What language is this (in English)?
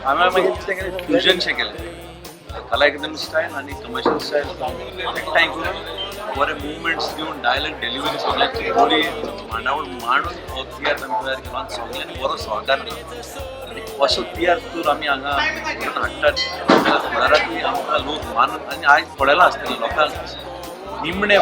Konkani